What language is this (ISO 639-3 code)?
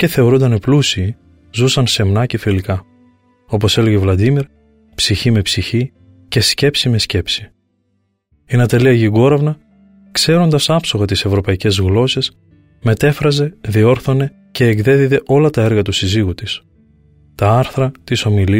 ell